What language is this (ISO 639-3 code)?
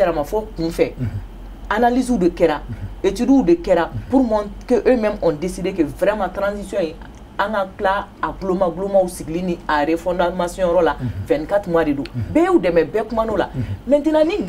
bam